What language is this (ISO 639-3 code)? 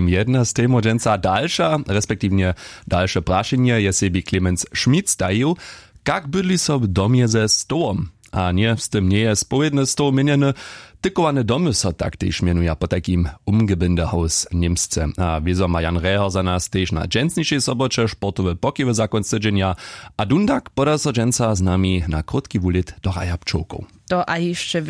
hsb